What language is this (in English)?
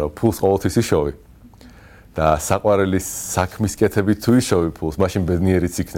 Georgian